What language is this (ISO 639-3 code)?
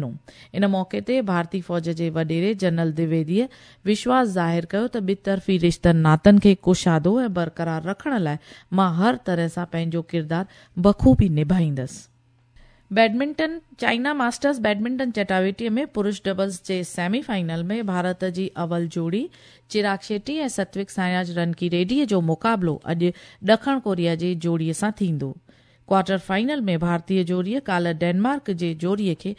snd